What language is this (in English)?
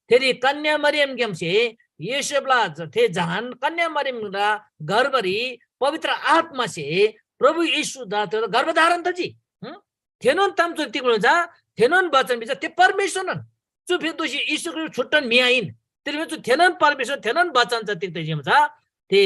Eastern Tamang